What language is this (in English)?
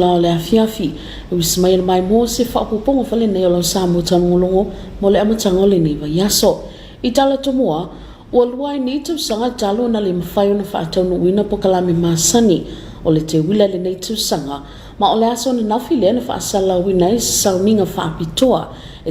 Samoan